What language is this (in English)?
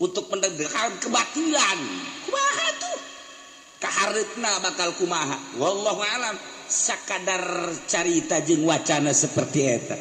Sundanese